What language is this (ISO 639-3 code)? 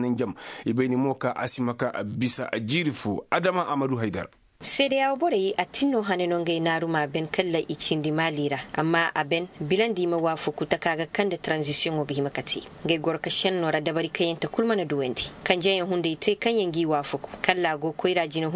ses